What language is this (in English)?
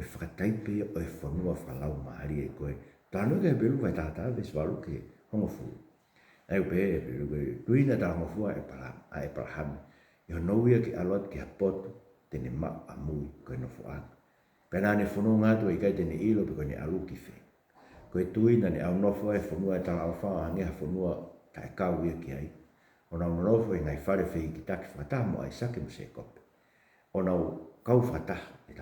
Tongan